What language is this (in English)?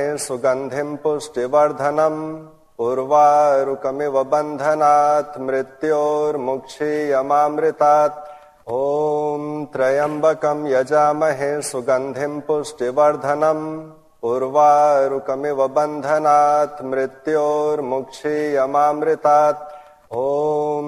Sanskrit